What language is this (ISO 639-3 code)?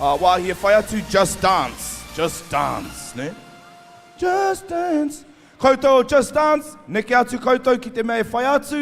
mri